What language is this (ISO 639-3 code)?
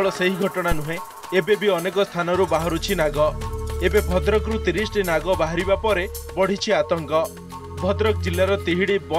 ori